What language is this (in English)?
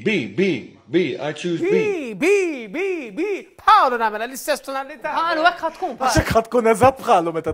Maltese